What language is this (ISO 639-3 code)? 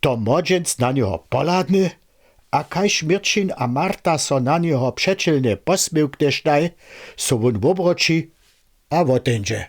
hsb